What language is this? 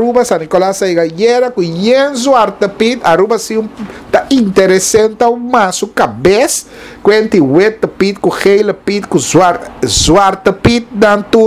Papiamento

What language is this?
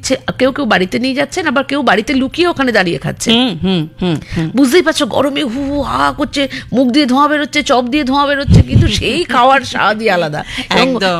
Bangla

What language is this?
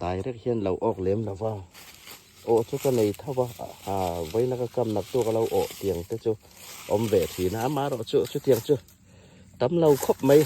Hmar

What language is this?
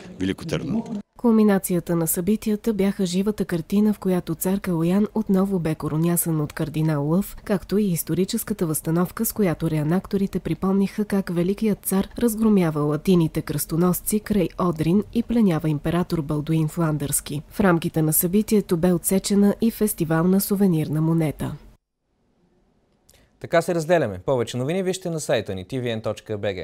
Bulgarian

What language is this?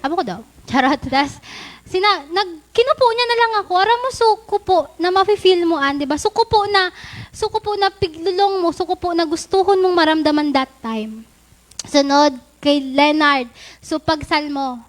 Bikol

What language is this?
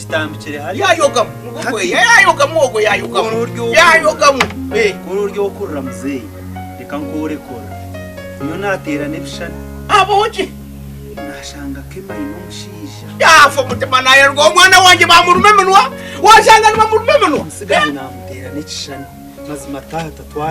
Nyankole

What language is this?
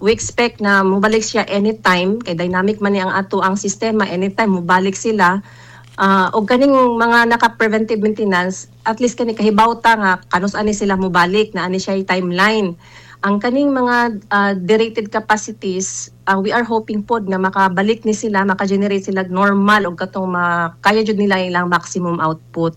Cebuano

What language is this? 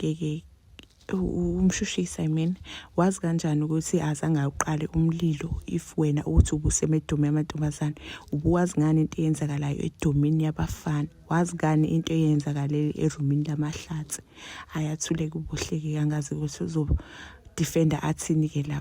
Zulu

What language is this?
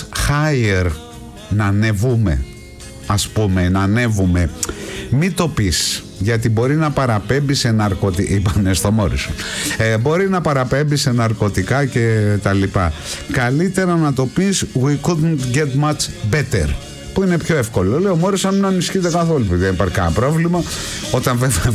Greek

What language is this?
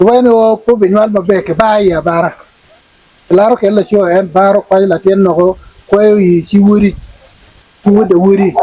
Acoli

